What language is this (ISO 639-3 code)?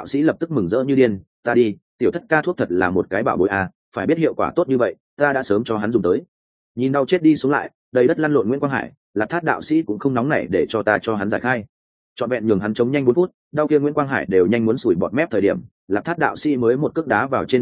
vie